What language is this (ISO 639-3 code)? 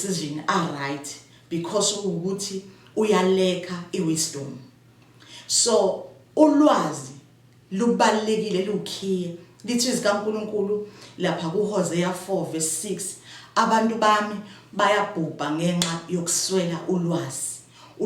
zul